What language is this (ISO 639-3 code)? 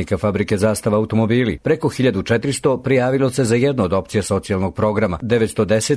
srp